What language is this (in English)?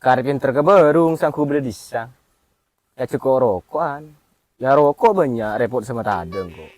Madurese